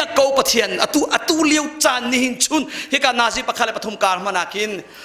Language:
Hakha Chin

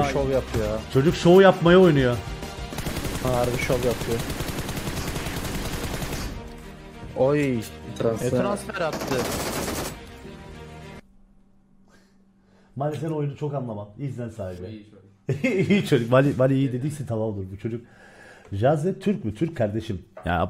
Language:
Turkish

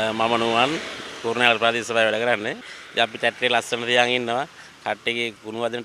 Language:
Sinhala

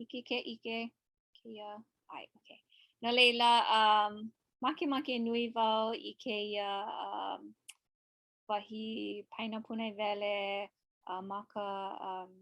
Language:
Hawaiian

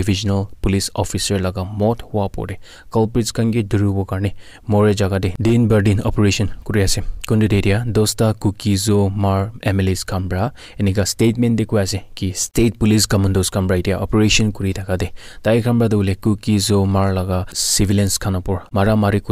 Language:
Naga Pidgin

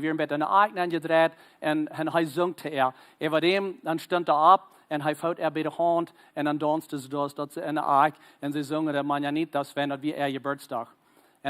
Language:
Plautdietsch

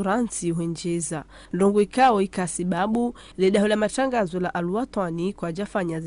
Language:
Ngazidja Comorian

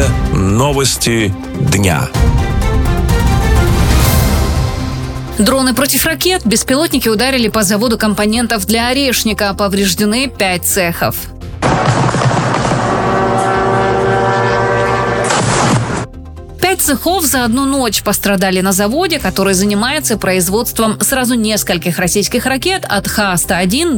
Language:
Russian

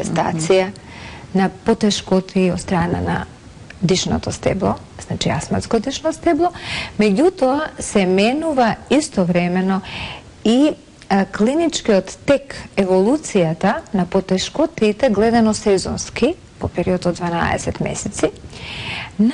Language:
Macedonian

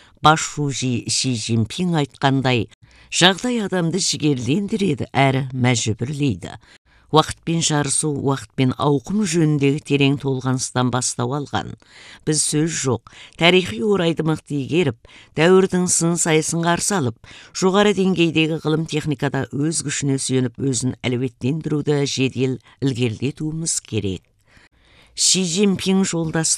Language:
Kazakh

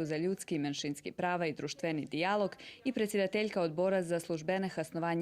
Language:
Rusyn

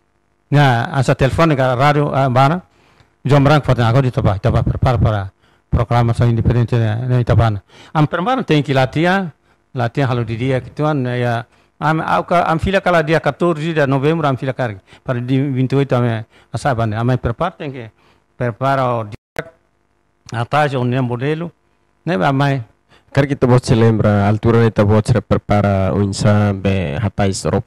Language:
Tetum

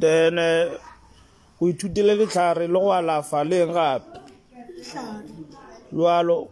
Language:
Northern Sotho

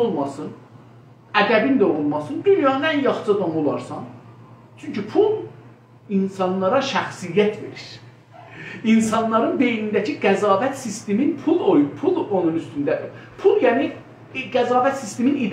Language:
South Azerbaijani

